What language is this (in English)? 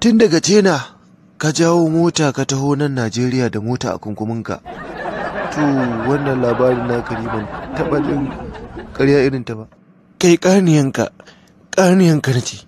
Hausa